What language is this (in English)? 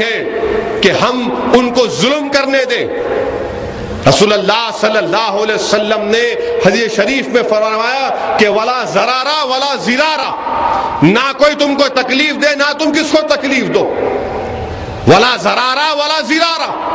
Urdu